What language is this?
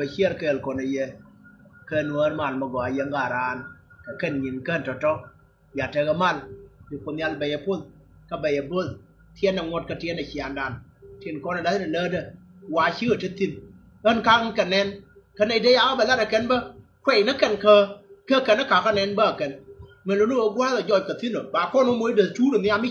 Nuer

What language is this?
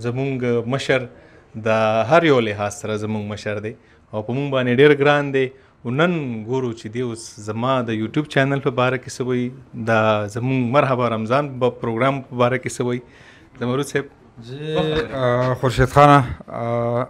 Pashto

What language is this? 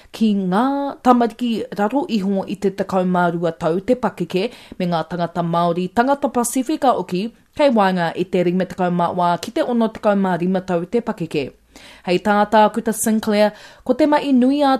Māori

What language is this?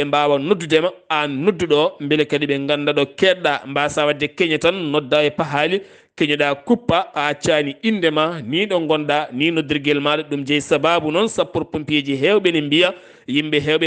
Fula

